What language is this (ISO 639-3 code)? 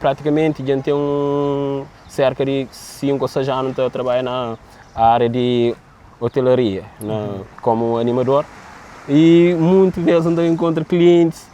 kea